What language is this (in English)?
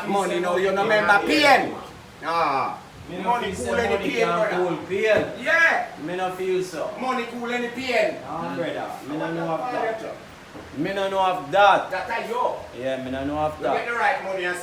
Jamaican Creole English